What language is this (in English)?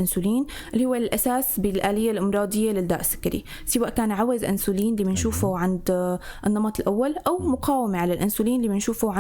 North Levantine Arabic